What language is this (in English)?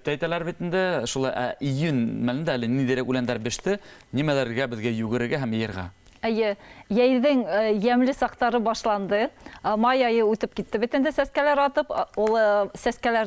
Bashkir